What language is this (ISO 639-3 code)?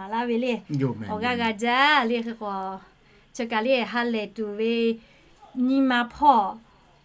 lhu